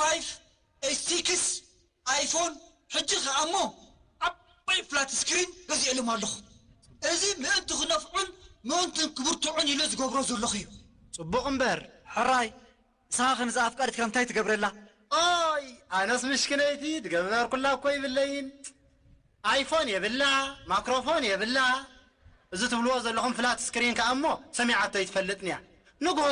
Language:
Tigrinya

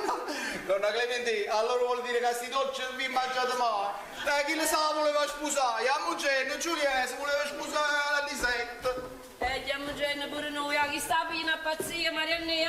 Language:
Neapolitan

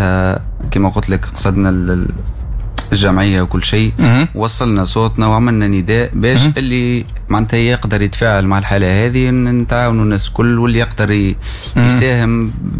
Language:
Tunisian Arabic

